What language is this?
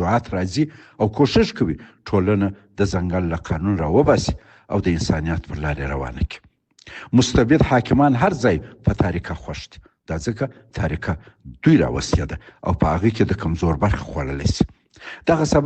Pashto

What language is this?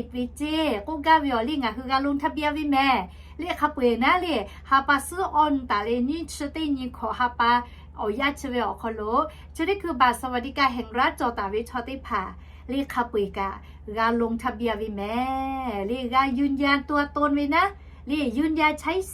Lahu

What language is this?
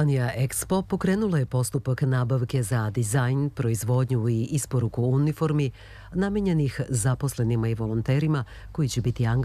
Serbian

